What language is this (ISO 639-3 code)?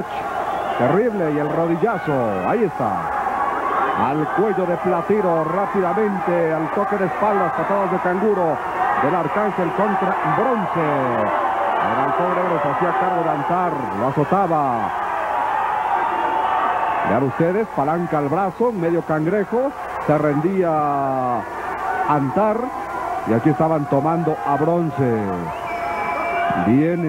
spa